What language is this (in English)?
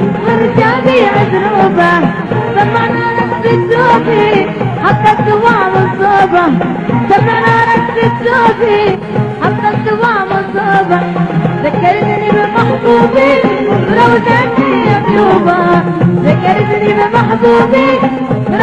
Arabic